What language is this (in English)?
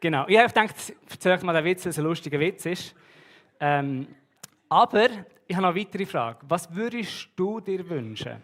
Swiss German